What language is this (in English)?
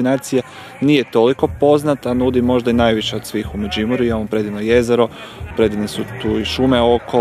Croatian